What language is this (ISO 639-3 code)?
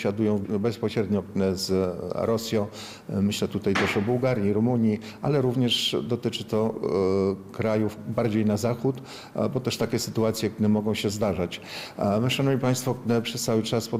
pol